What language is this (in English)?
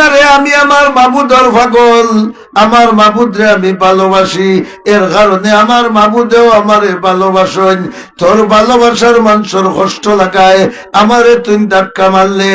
Sylheti